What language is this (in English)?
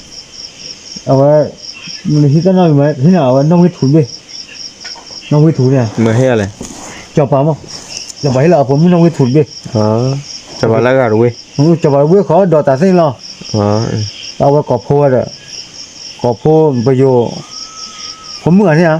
S'gaw Karen